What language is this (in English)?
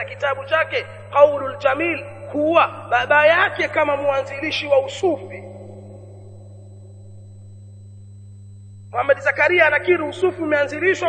Swahili